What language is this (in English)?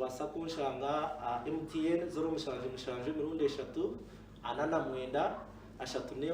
Nyankole